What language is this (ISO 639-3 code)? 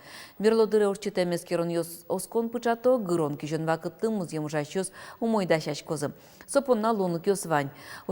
udm